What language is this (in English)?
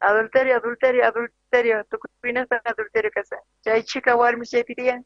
South Bolivian Quechua